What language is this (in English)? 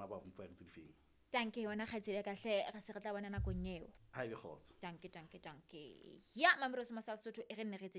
Southern Sotho